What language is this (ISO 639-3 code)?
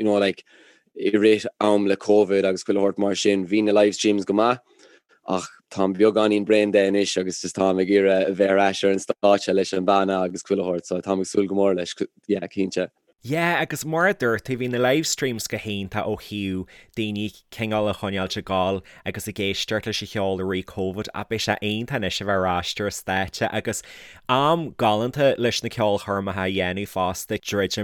gle